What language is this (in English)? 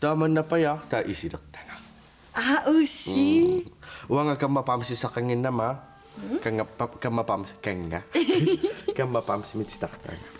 Kalaallisut